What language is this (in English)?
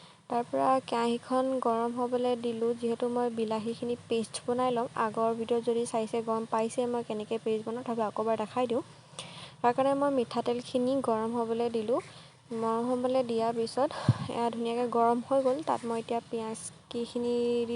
Assamese